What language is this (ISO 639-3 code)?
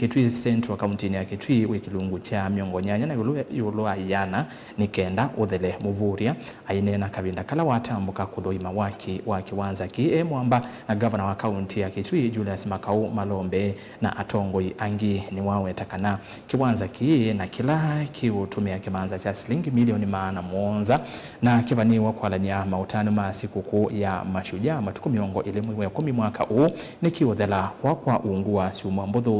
kam